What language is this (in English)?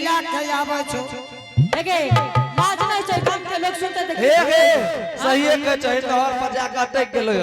Angika